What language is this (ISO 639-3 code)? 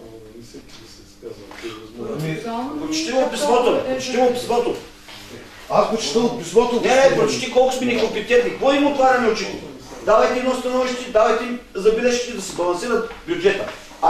bul